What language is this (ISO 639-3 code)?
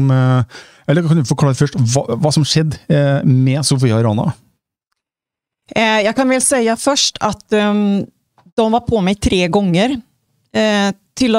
nor